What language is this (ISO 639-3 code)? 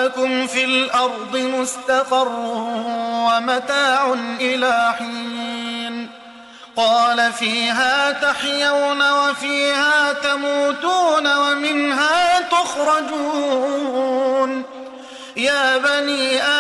ara